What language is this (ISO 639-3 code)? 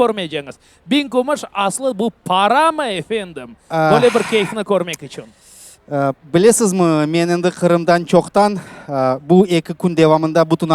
crh